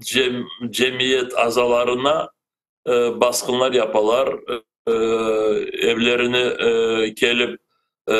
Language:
Crimean Tatar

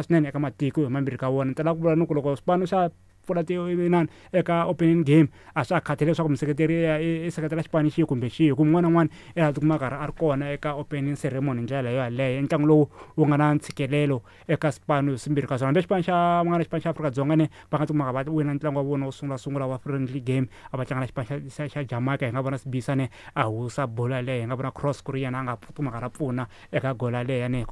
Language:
Tsonga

